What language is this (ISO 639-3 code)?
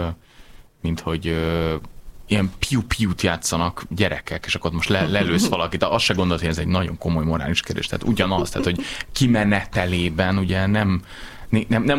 hun